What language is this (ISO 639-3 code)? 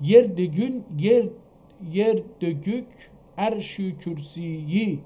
azb